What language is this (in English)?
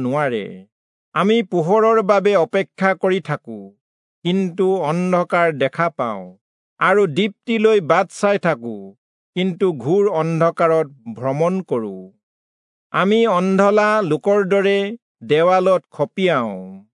Assamese